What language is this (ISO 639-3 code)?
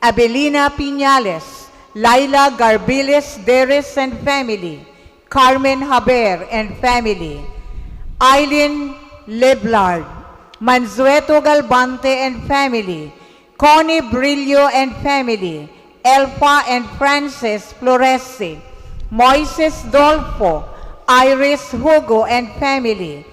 bik